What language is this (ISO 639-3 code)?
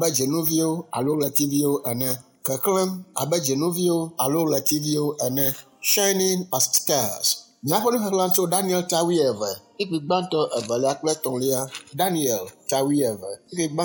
ewe